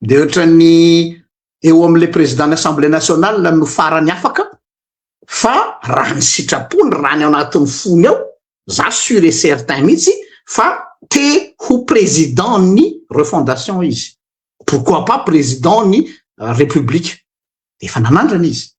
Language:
Malagasy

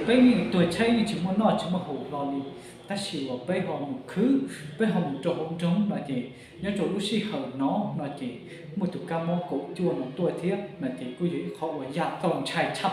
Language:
Hmong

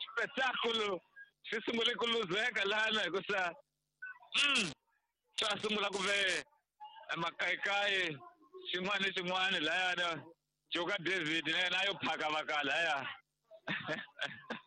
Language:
Tsonga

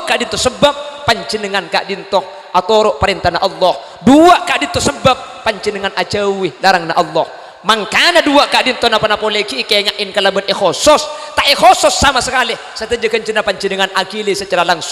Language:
Madurese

